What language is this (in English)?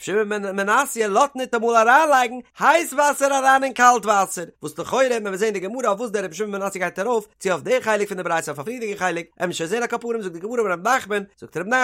Yiddish